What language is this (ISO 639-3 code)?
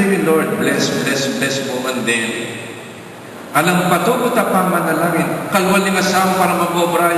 pam